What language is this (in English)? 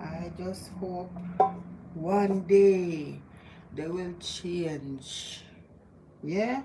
Jamaican Creole English